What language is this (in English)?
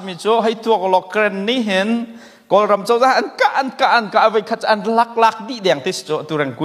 Hakha Chin